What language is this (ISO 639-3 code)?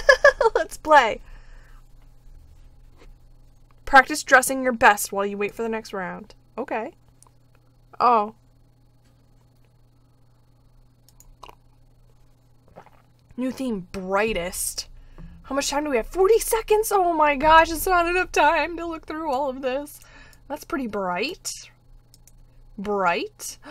eng